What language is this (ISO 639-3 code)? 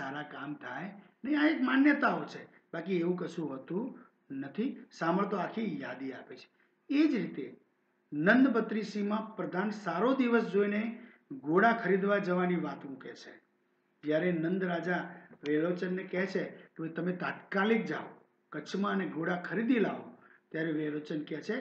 guj